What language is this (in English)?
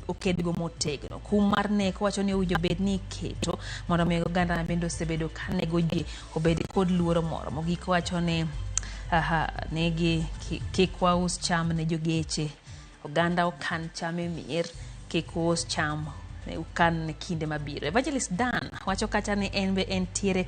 Luo (Kenya and Tanzania)